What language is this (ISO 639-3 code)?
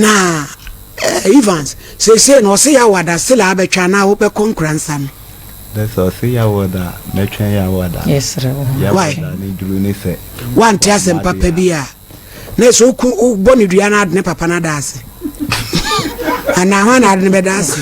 aka